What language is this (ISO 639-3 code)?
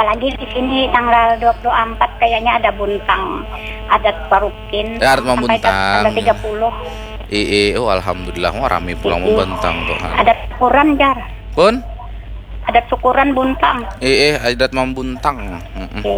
bjn